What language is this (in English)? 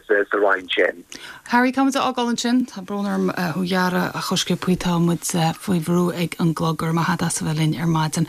Irish